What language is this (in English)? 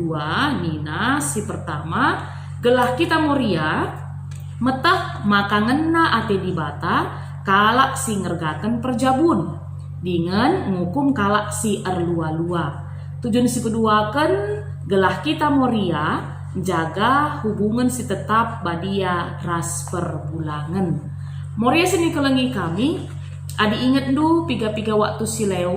Batak Karo